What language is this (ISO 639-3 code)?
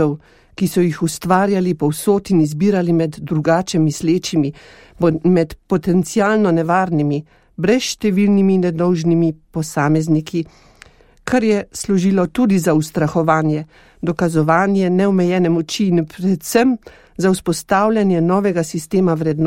slv